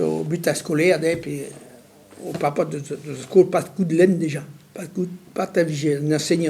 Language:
Breton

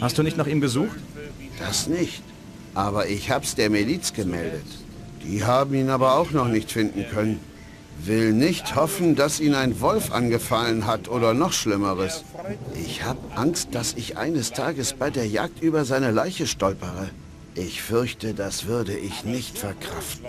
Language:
Bavarian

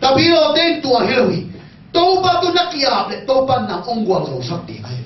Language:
Tedim Chin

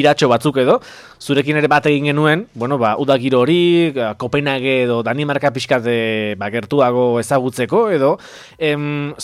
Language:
Basque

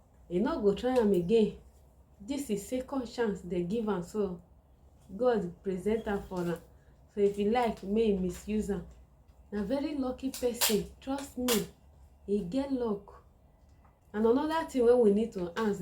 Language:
Nigerian Pidgin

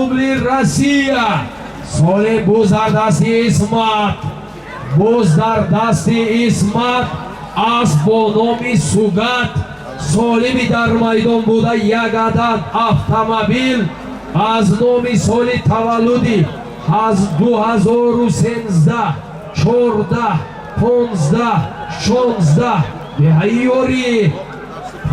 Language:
Tajik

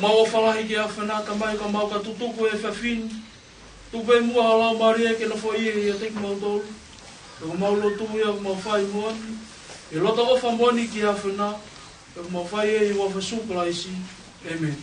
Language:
Tongan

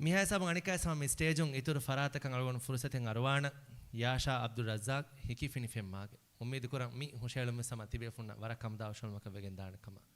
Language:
Divehi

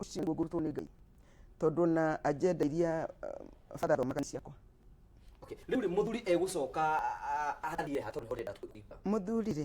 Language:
Kikuyu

